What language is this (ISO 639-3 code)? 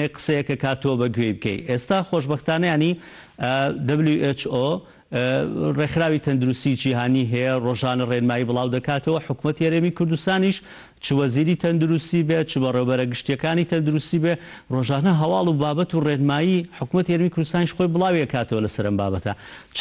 ckb